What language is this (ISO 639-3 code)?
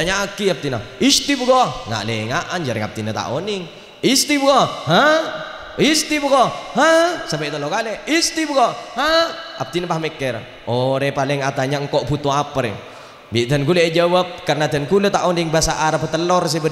mad